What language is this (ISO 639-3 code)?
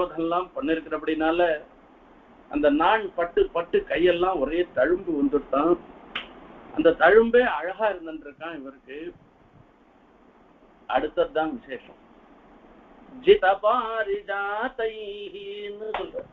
tam